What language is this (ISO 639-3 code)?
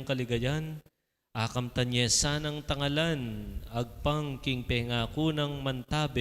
pam